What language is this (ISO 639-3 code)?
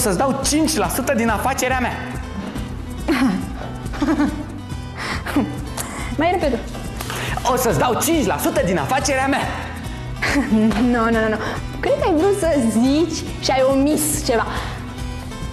ron